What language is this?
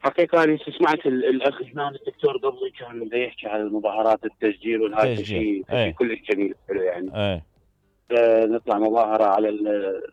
Mesopotamian Arabic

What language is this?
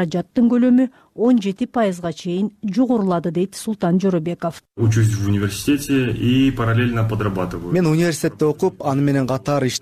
Kyrgyz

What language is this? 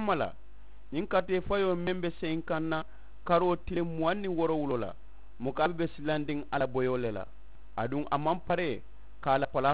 Mandingo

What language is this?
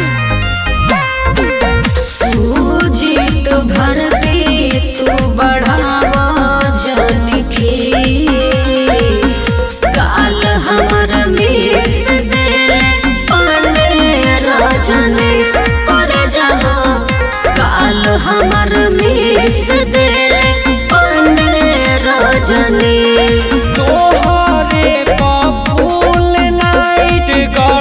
Bhojpuri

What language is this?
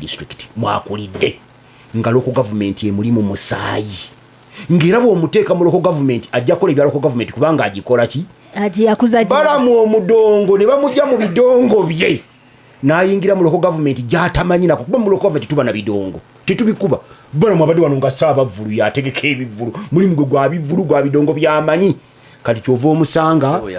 Ganda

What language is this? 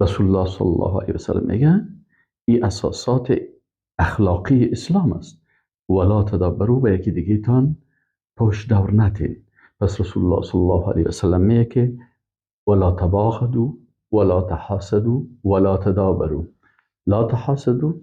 Persian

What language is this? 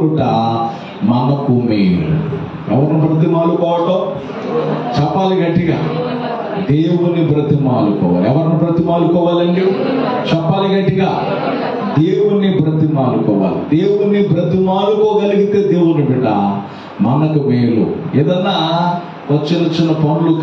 Telugu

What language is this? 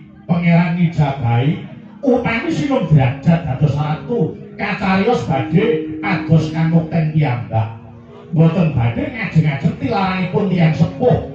Javanese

